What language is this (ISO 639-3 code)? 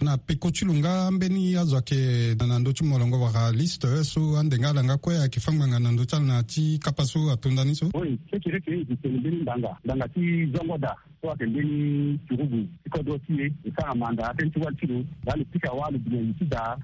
sag